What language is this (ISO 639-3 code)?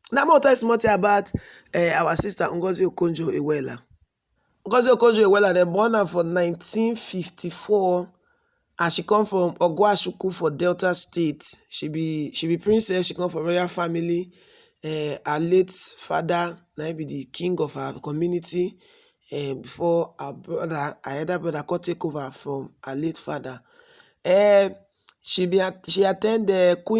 pcm